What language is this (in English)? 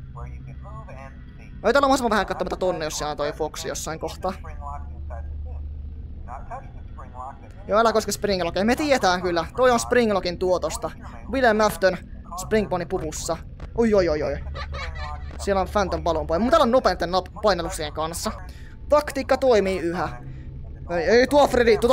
Finnish